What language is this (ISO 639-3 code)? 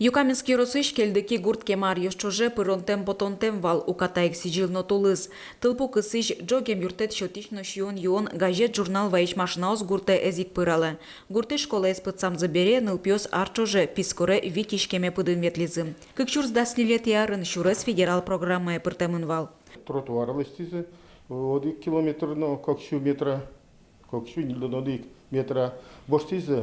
udm